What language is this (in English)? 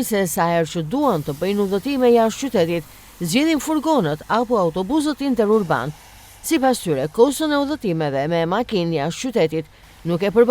Albanian